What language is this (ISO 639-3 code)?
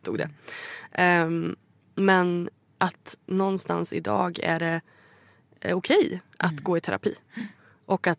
swe